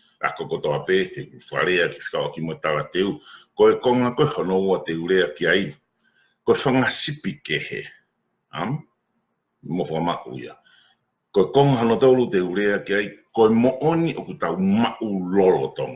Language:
Tongan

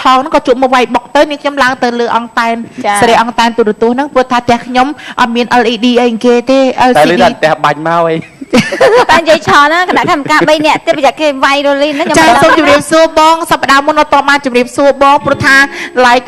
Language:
Khmer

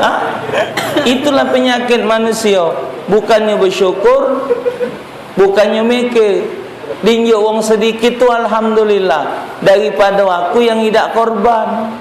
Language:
Musi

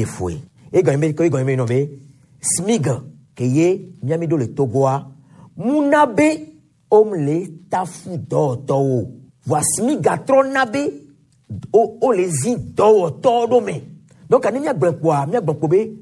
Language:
Gen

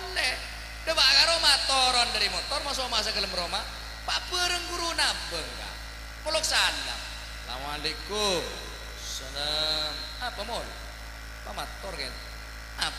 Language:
Madurese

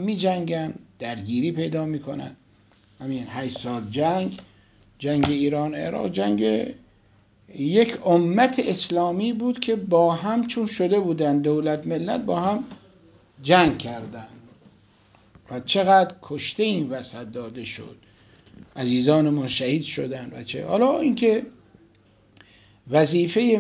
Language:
Persian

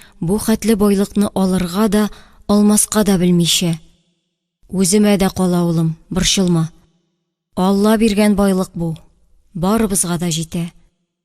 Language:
Tatar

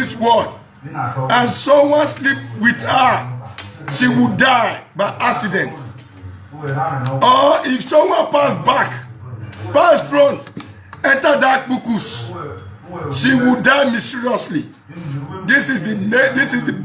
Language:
Nigerian Pidgin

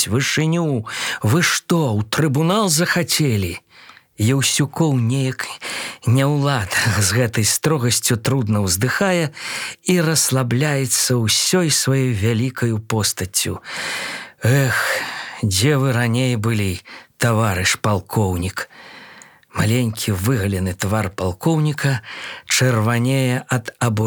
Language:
Belarusian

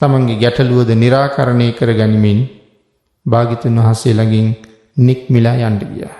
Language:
Sinhala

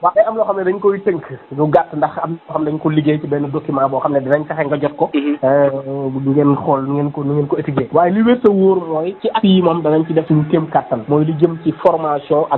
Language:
Wolof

